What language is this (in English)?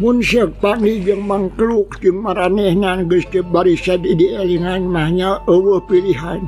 Sundanese